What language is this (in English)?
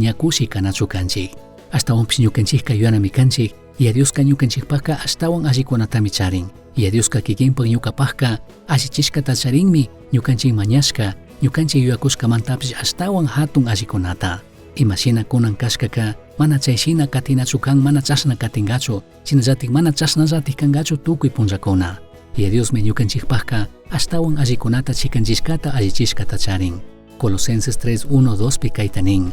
Chimborazo Highland Quichua